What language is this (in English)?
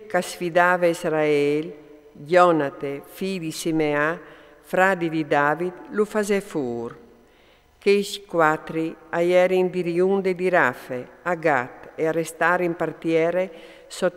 Friulian